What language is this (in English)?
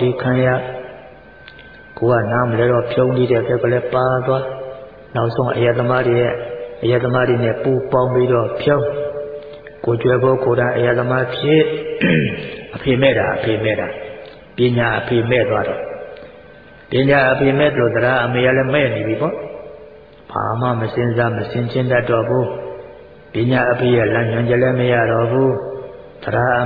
Burmese